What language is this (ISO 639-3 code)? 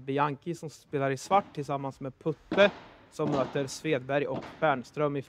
swe